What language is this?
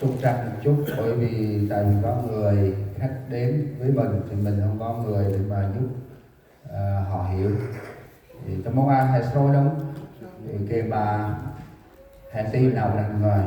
Central Mnong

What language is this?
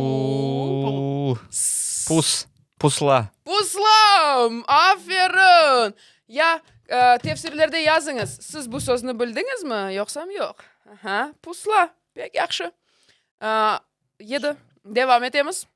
Crimean Tatar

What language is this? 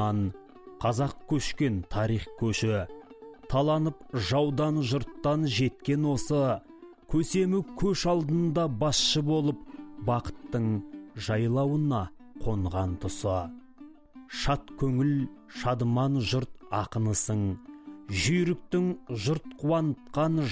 Kazakh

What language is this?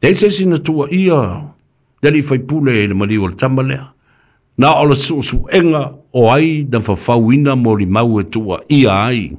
Samoan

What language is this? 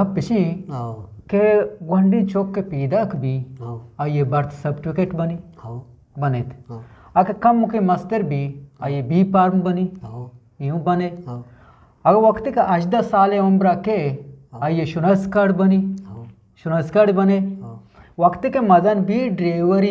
Eastern Balochi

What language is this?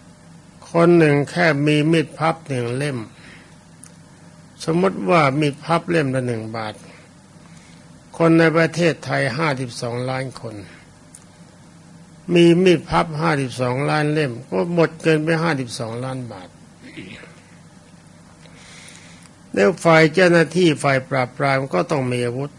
Thai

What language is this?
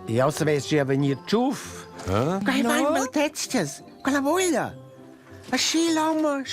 Romansh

